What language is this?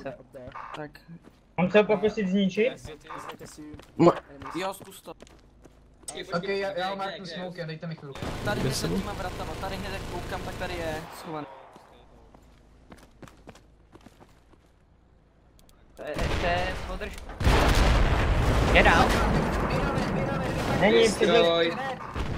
Czech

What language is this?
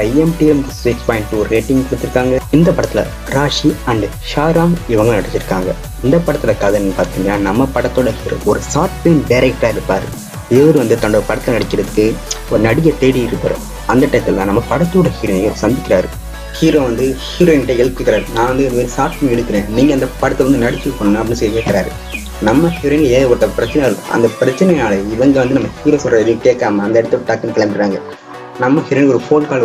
Tamil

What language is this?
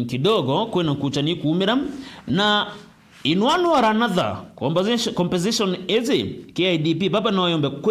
Meru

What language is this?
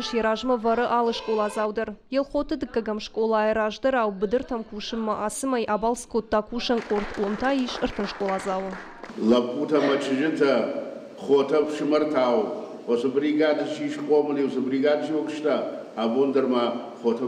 Ossetic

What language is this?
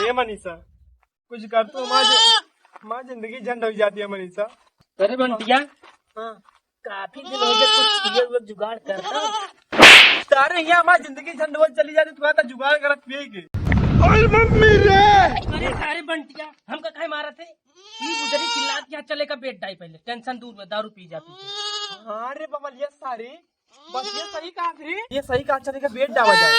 Awadhi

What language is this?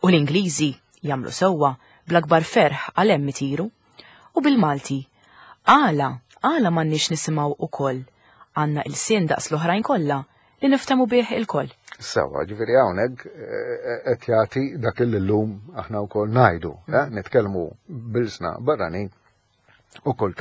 Maltese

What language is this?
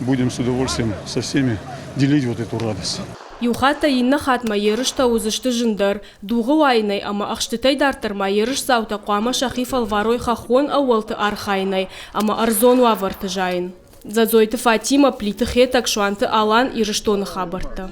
Ossetic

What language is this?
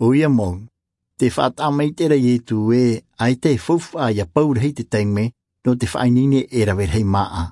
Tahitian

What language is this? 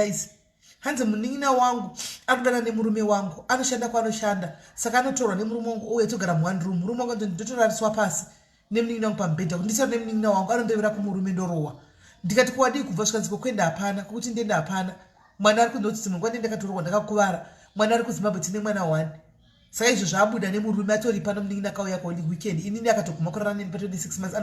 Shona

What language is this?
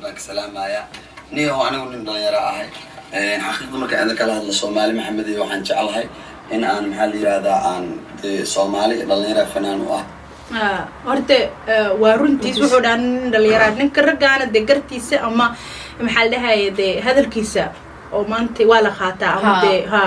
Somali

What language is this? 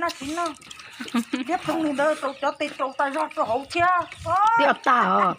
Hmong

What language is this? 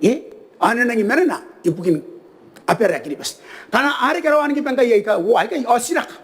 Gilbertese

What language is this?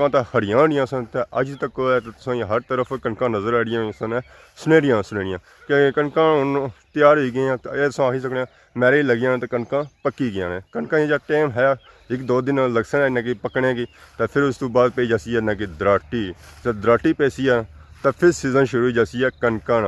Pahari-Potwari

